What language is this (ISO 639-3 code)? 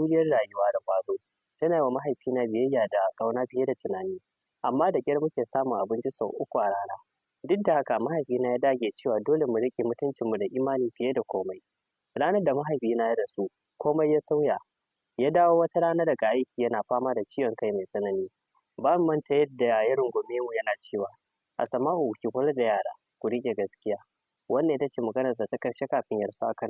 hau